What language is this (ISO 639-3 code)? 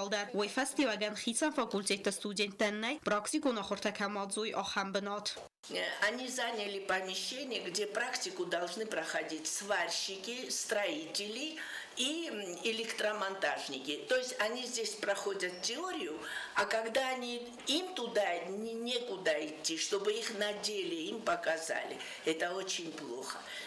oss